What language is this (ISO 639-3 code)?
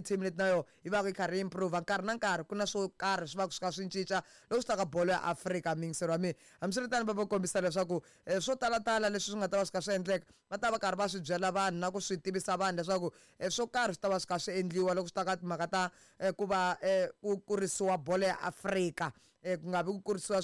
tso